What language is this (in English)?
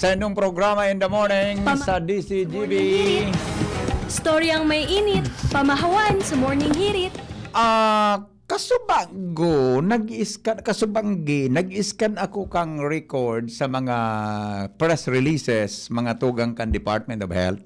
Bikol